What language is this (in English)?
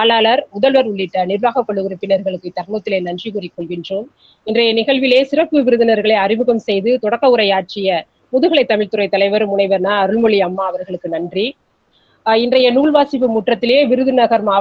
Tamil